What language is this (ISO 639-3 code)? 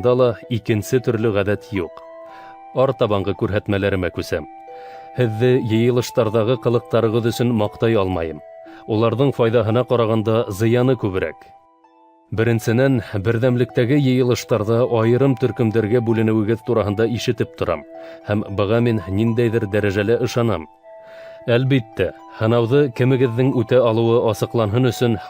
bak